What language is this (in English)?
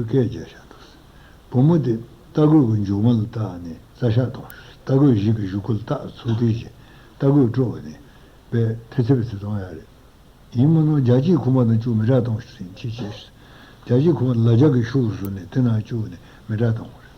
Tibetan